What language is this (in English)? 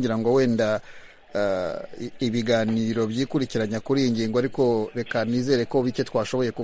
Kinyarwanda